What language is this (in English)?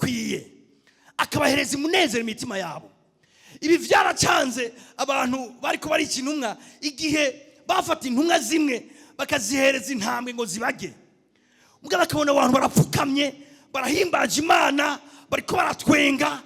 Rundi